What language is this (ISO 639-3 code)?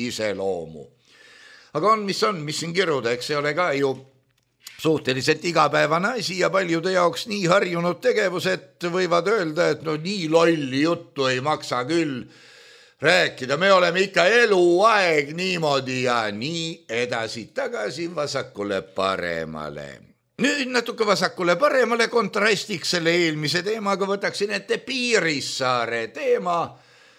est